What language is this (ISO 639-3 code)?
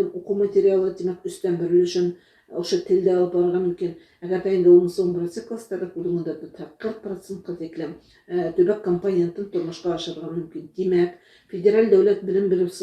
bak